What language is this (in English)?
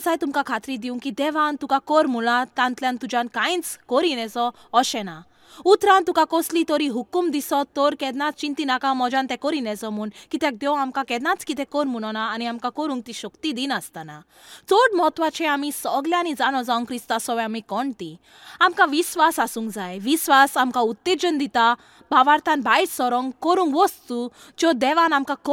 Konkani